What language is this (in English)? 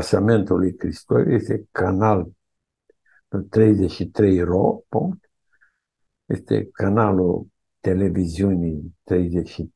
Romanian